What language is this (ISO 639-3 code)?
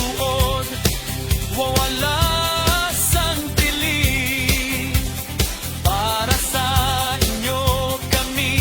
hil